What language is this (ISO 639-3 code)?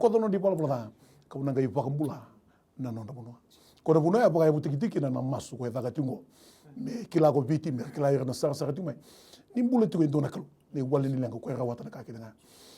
fij